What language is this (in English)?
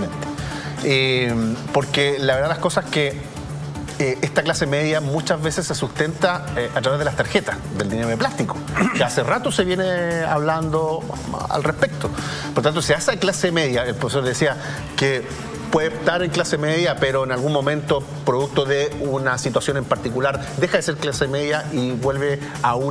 Spanish